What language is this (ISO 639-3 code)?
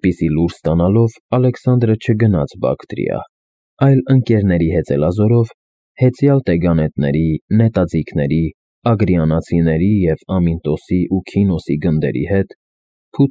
hye